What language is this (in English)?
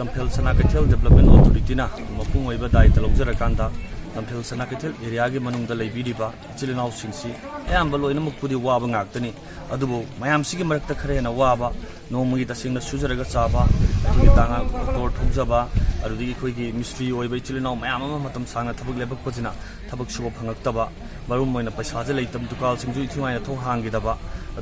Manipuri